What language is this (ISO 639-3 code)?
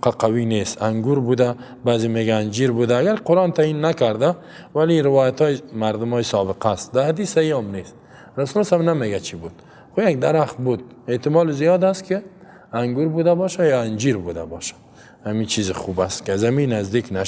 fas